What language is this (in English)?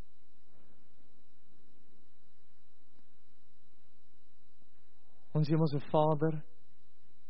Afrikaans